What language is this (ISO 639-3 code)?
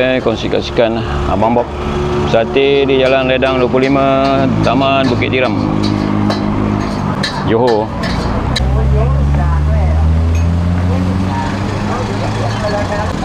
msa